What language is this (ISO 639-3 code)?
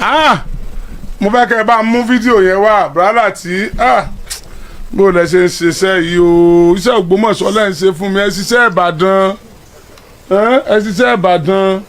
yor